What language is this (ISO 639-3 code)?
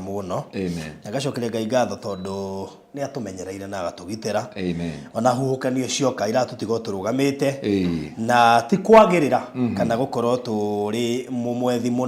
kik